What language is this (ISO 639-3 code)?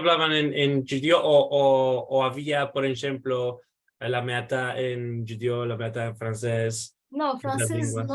lad